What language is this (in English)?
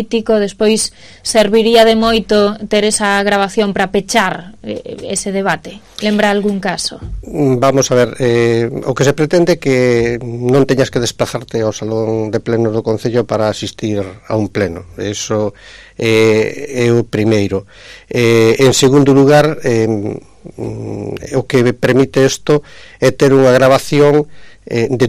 Galician